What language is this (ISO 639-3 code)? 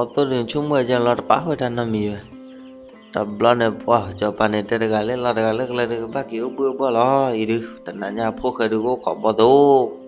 ksw